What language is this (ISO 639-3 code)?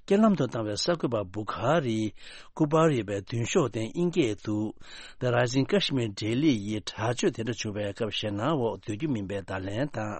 bod